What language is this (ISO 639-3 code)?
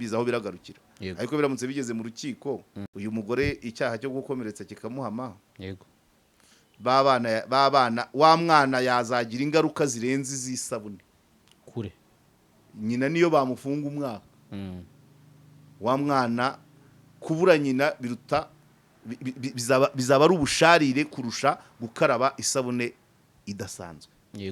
kin